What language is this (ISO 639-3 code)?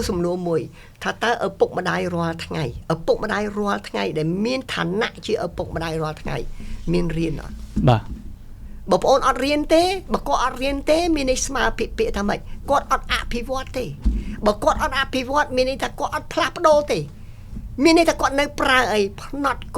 khm